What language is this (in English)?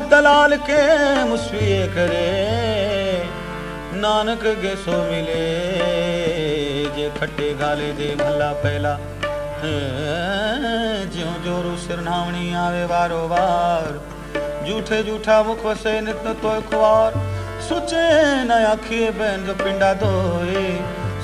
Punjabi